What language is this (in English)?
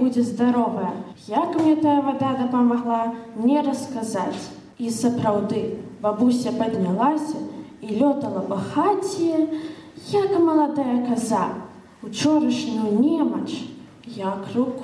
Belarusian